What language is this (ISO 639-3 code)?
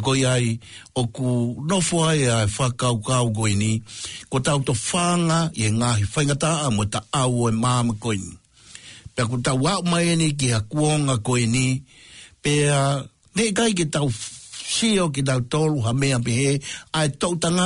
ton